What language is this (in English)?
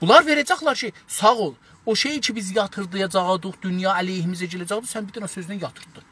South Azerbaijani